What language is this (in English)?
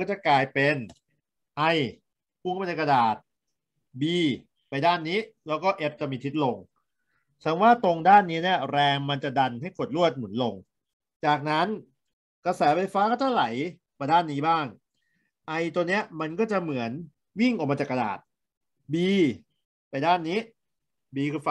Thai